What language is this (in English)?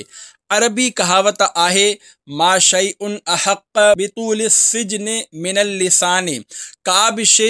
Sindhi